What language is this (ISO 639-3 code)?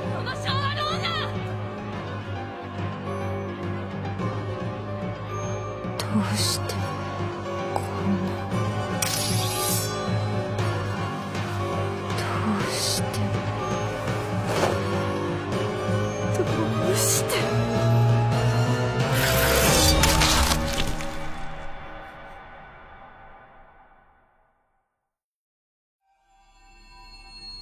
jpn